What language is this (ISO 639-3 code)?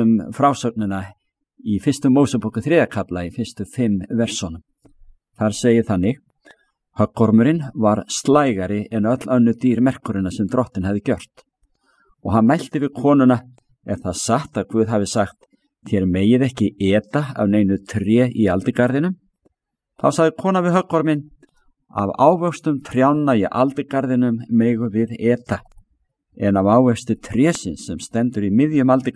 isl